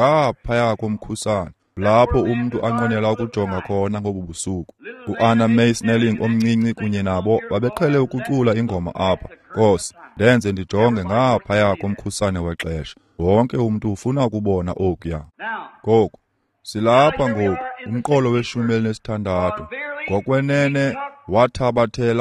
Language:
Xhosa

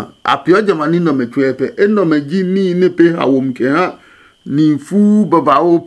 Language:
Adangme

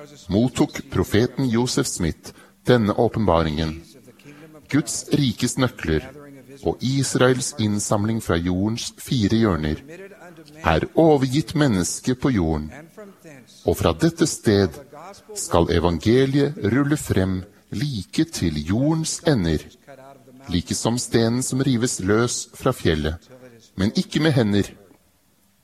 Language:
Norwegian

